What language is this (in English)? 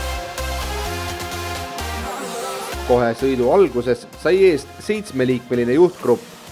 Estonian